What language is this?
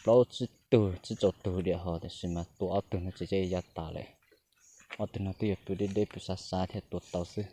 Hmong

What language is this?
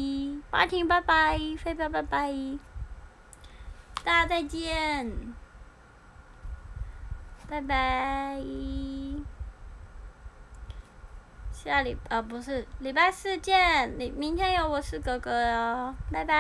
Chinese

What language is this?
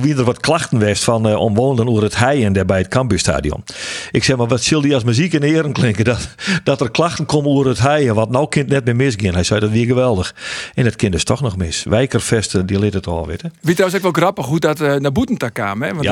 Western Frisian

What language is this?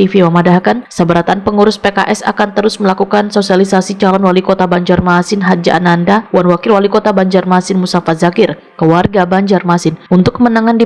Banjar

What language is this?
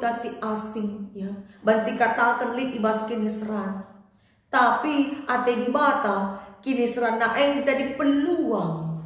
Batak Karo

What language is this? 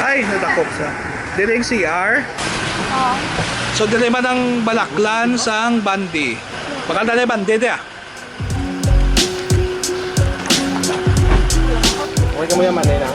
Hiligaynon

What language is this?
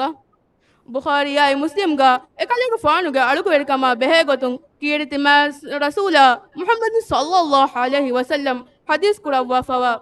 Divehi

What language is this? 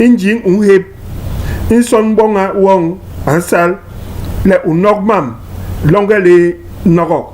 Basaa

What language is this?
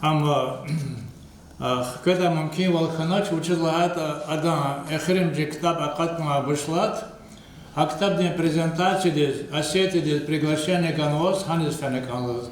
Lezghian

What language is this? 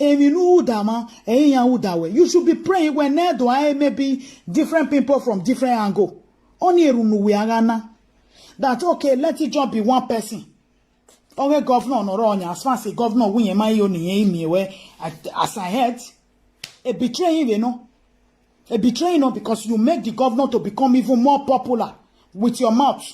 Nigerian Pidgin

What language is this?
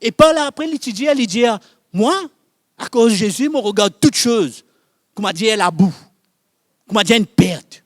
Morisyen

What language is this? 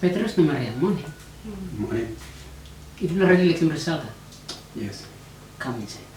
Tok Pisin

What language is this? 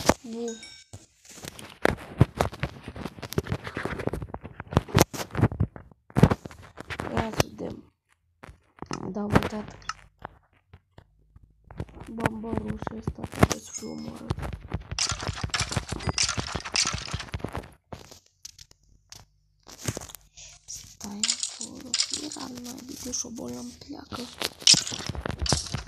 Romanian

